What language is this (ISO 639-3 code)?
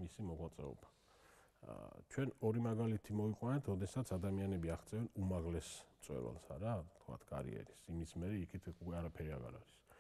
kat